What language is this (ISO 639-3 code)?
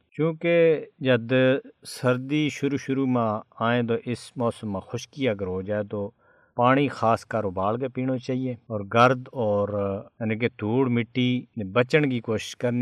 gju